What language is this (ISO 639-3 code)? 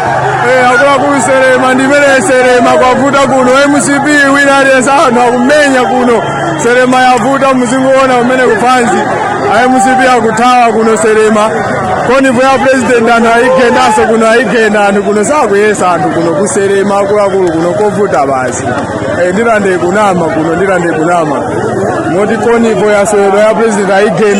nya